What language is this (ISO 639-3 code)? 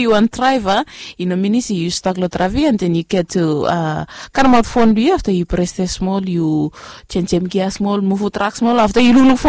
bis